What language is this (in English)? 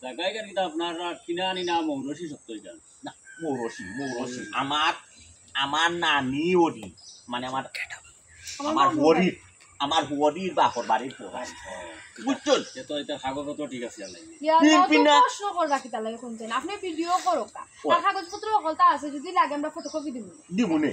Sylheti